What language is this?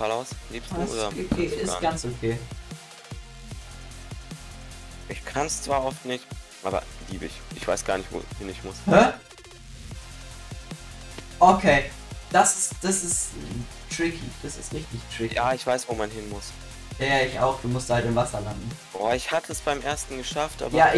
German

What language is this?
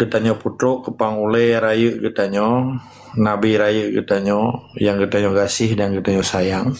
Achinese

